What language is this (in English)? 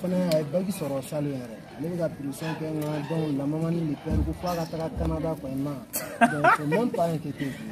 Bambara